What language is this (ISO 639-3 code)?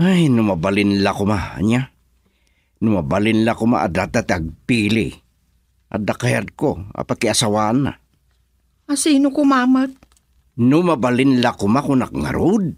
ilo